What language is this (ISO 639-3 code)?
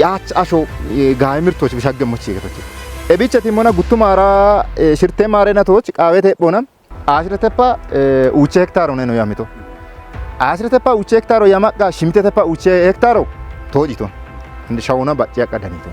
kbr